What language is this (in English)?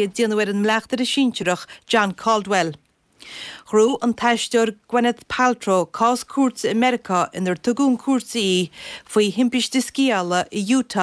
Irish